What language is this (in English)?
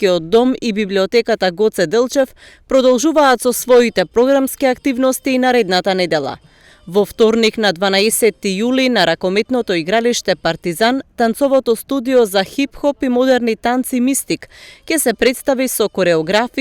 Macedonian